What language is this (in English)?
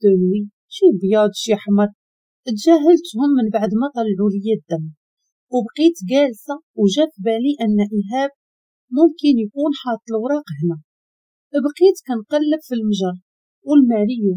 Moroccan Arabic